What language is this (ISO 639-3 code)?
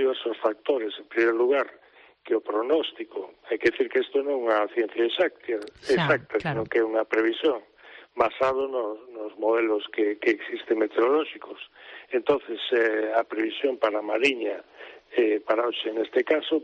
glg